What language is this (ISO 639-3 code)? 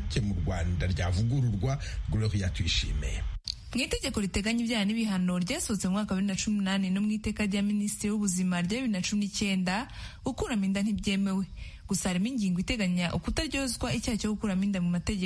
kin